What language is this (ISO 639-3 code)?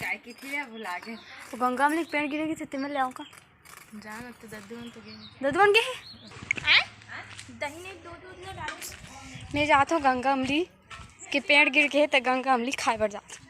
hne